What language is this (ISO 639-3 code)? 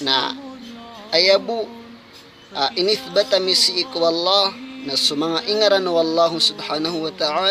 mrw